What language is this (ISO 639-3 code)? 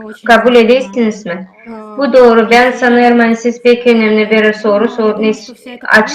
gag